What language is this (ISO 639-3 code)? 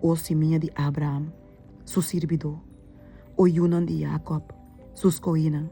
pap